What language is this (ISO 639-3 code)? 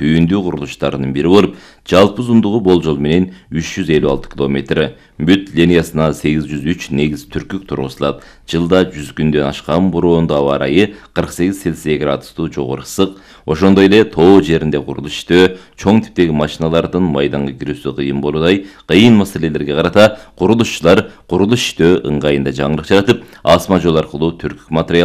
kir